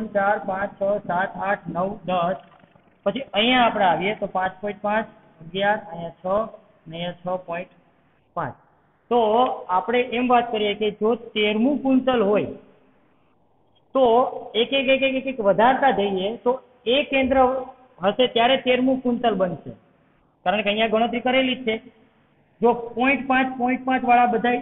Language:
Gujarati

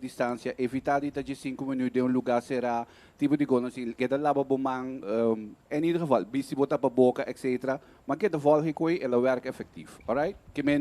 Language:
Papiamento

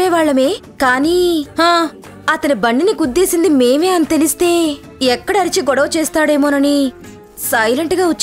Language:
Telugu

